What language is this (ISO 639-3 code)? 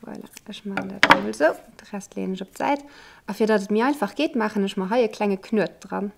ltz